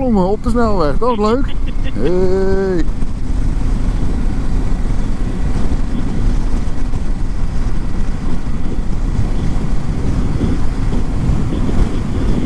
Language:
Dutch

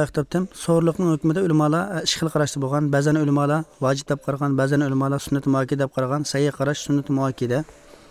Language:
Uyghur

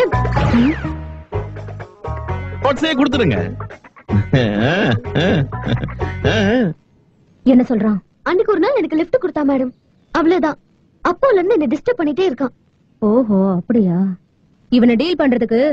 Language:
Tamil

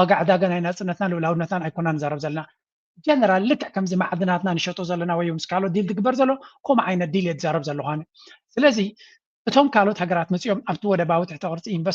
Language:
Tigrinya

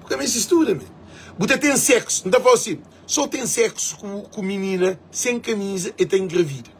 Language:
Kabuverdianu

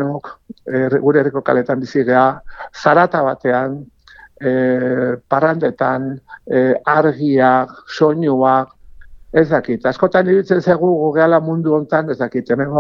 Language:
Basque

